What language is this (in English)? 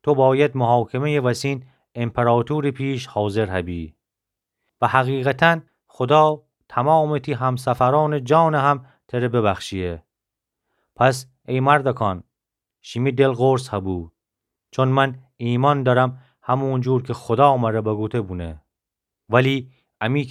Gilaki